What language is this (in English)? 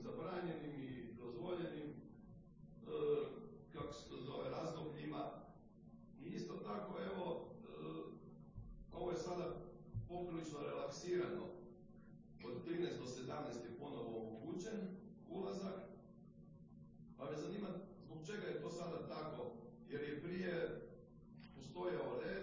Croatian